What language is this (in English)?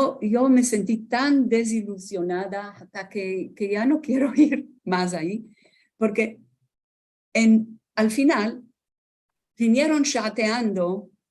Ladino